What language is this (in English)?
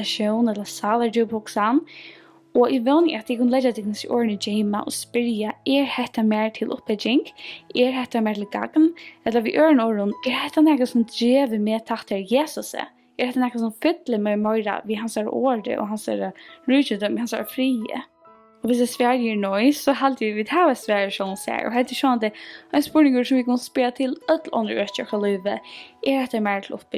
Faroese